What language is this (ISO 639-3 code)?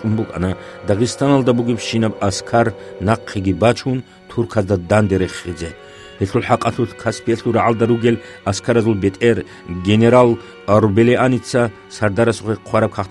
ava